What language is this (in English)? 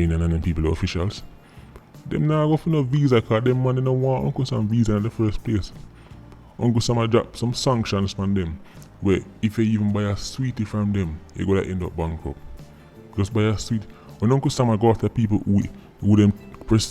Jamaican Creole English